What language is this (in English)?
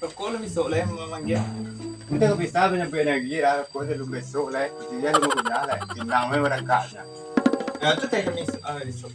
Minangkabau